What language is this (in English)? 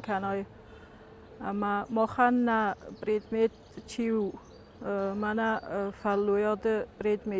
Ossetic